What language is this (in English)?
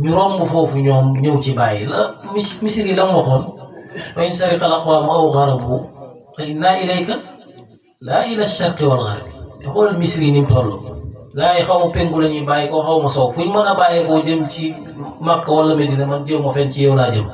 Wolof